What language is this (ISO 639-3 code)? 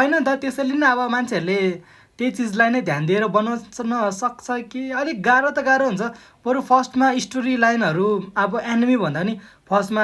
nep